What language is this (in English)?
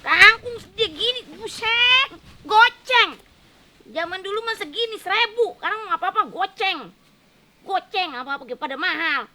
Betawi